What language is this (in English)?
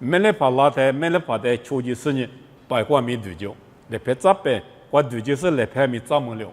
Lisu